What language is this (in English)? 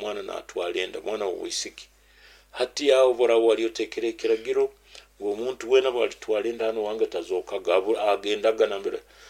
Nyoro